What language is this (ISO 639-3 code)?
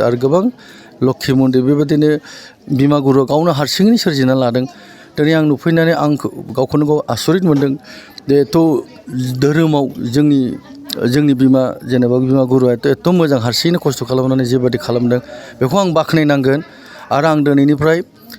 brx